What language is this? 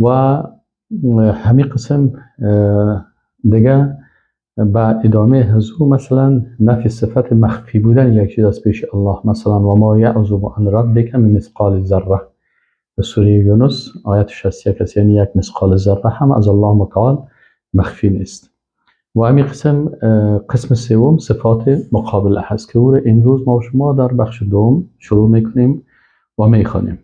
Persian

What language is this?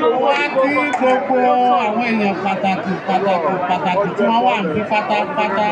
Yoruba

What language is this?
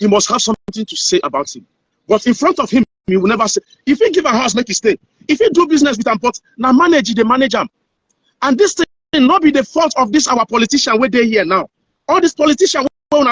Nigerian Pidgin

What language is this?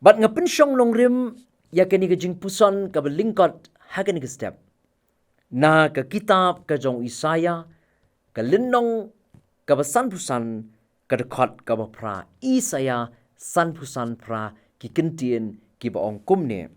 Khasi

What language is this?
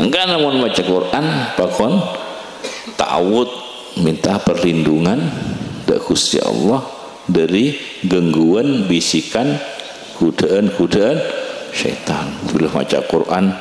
Madurese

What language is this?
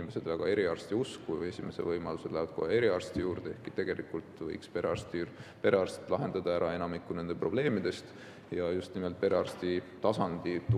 Estonian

